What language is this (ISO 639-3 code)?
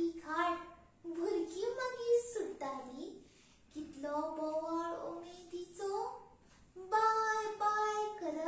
kok